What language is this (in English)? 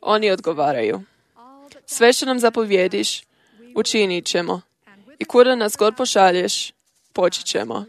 Croatian